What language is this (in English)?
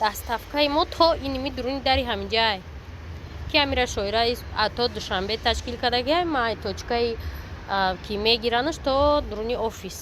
Tajik